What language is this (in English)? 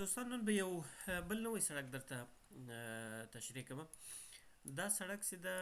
Pashto